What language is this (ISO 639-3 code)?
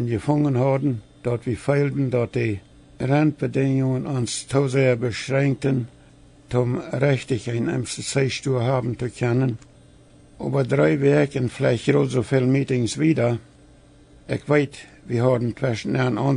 pdt